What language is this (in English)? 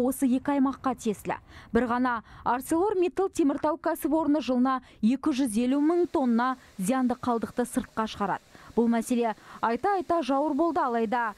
Kazakh